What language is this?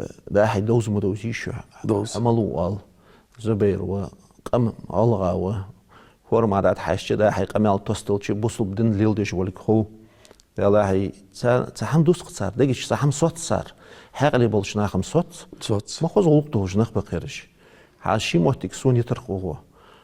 Ingush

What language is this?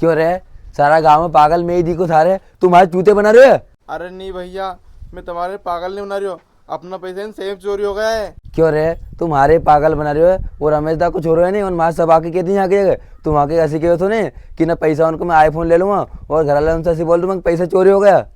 Rajasthani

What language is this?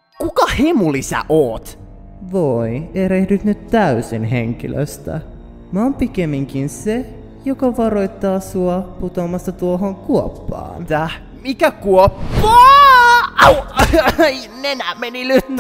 Finnish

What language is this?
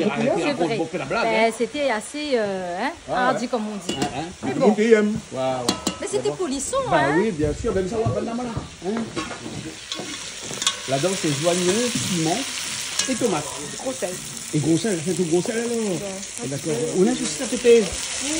Réunion Creole French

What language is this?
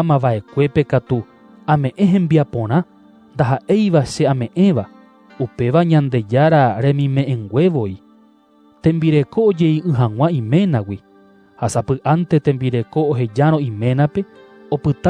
Guarani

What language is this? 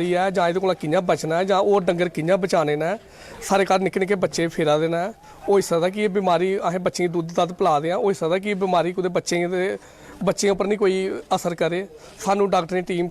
Dogri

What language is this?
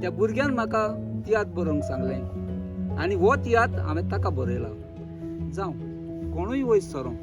Konkani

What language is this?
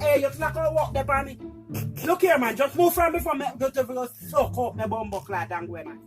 Jamaican Creole English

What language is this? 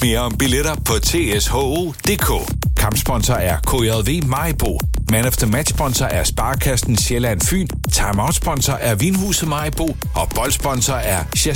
Danish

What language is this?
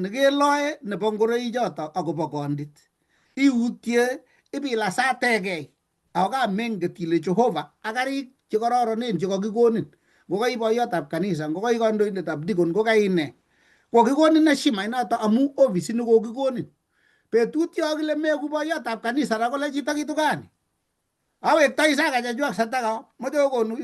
Kalenjin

